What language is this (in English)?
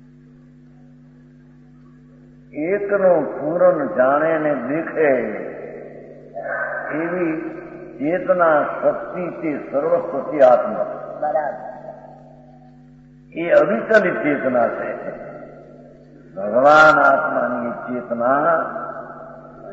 Gujarati